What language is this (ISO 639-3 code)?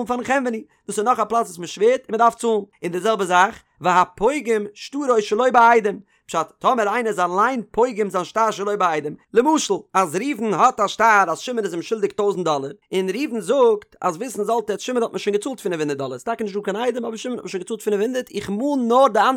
yid